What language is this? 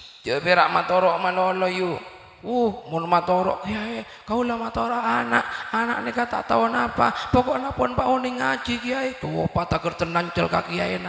Madurese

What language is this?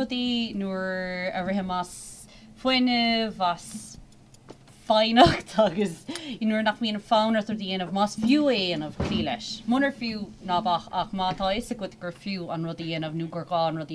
Irish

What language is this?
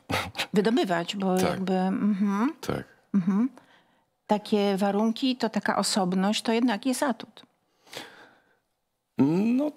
Polish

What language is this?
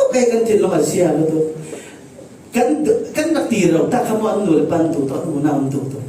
Falam Chin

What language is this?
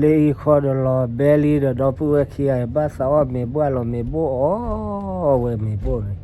S'gaw Karen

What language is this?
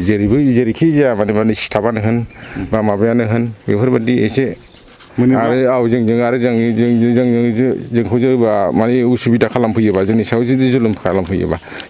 Bodo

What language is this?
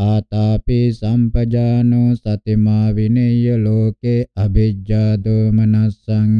Pali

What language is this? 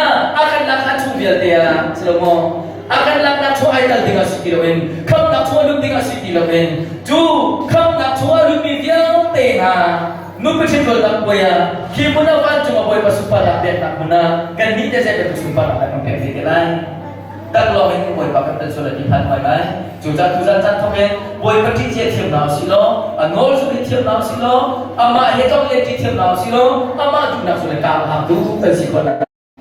Hakha Chin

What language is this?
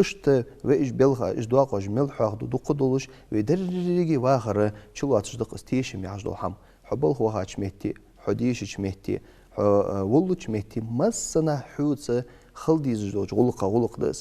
Ingush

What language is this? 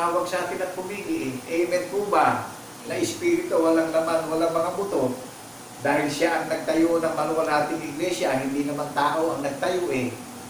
Filipino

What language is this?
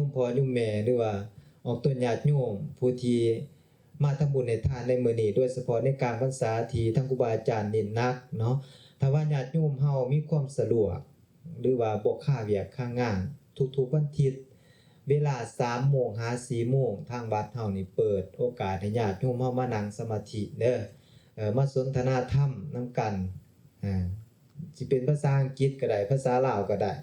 Lao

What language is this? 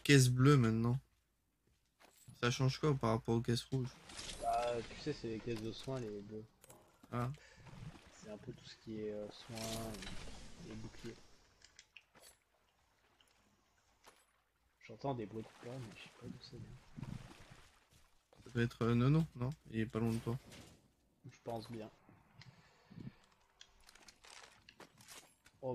French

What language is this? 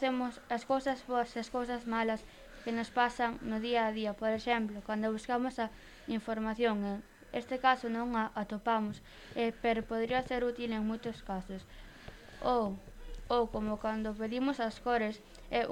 Galician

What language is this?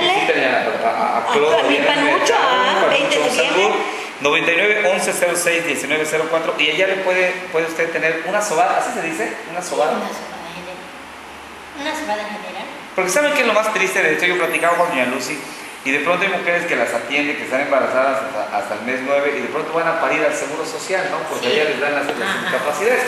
Spanish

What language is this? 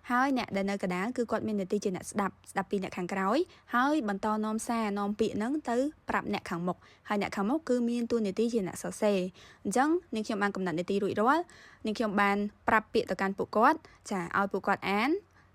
Khmer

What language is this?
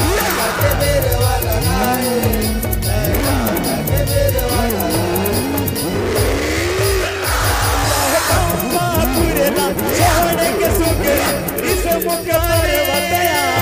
Chhattisgarhi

